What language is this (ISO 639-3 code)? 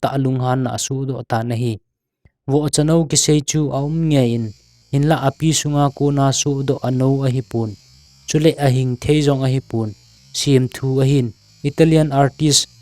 tcz